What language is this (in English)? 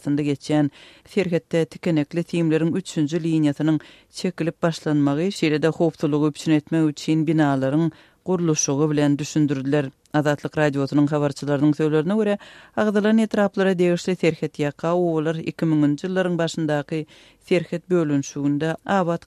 Turkmen